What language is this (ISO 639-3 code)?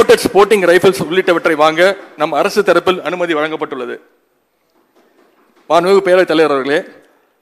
tam